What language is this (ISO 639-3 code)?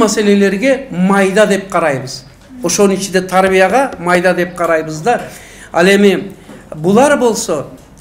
kir